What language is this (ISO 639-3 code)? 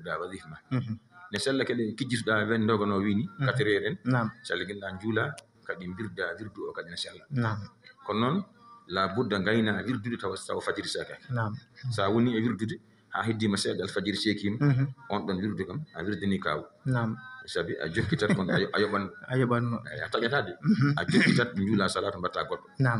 ful